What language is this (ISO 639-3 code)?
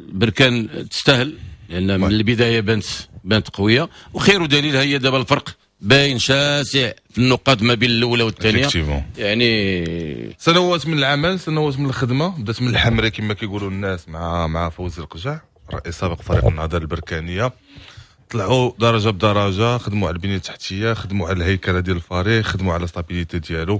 ary